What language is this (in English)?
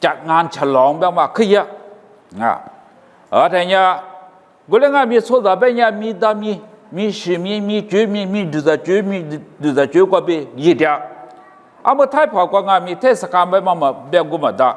Lisu